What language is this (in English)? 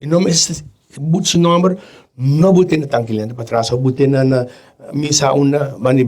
Papiamento